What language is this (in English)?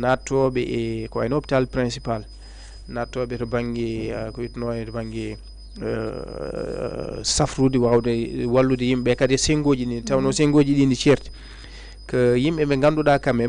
Fula